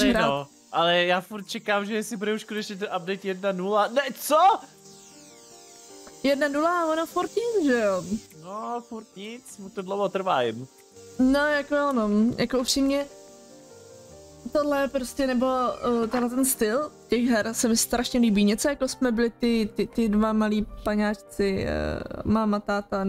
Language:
Czech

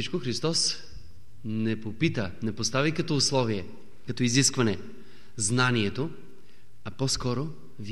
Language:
Bulgarian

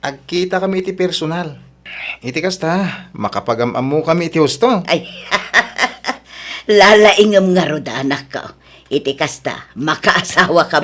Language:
Iloko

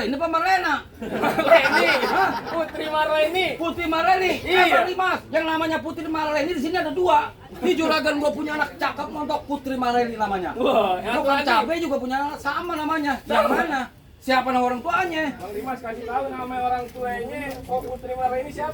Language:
Betawi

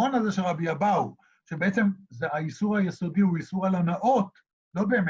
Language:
Hebrew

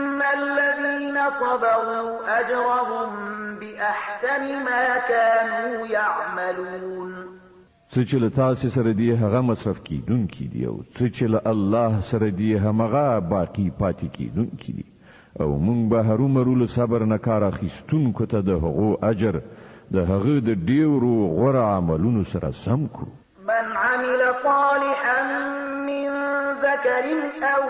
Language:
Pashto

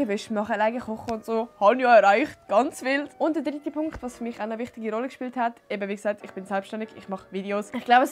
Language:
Swiss German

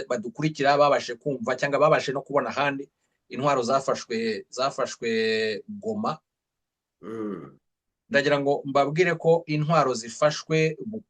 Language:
Kinyarwanda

